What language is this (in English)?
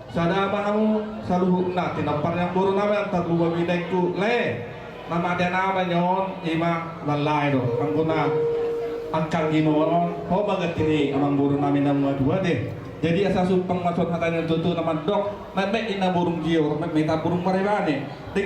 Batak Toba